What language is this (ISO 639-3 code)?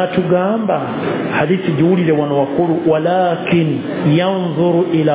lug